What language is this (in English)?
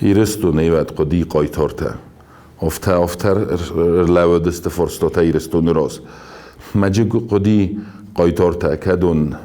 Ossetic